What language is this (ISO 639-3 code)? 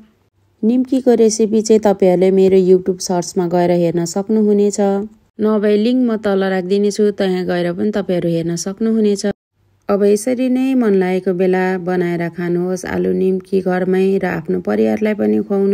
nep